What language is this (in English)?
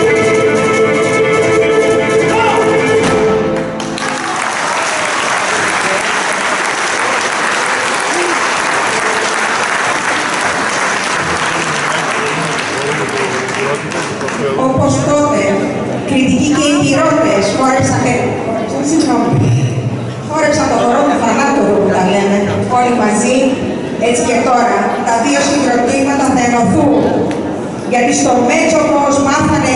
Greek